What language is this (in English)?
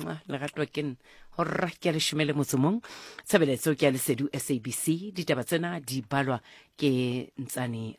Southern Sotho